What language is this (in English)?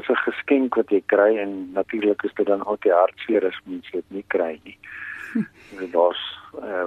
Afrikaans